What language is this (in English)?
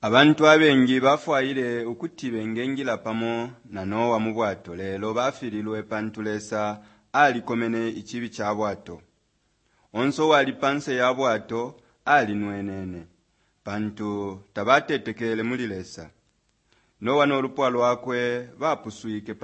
Bemba